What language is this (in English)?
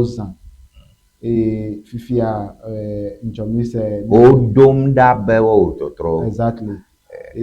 Ewe